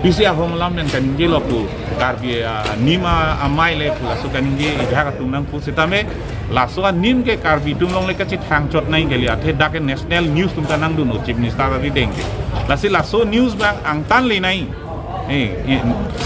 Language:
Karbi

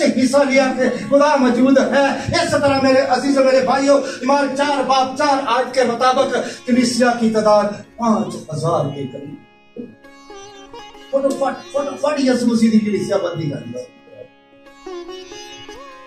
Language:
Urdu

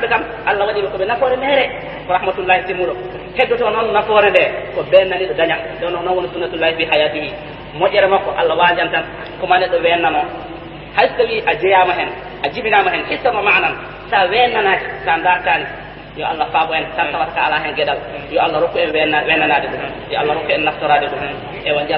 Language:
Fula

